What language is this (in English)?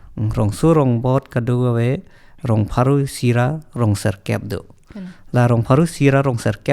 Karbi